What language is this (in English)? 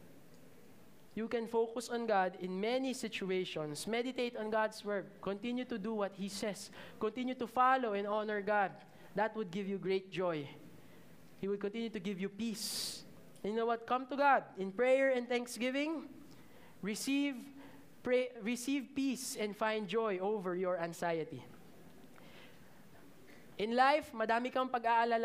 Filipino